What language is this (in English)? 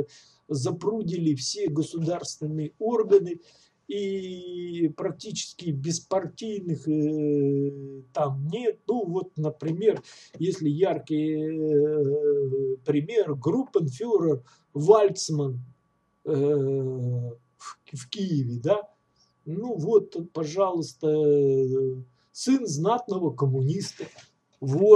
Russian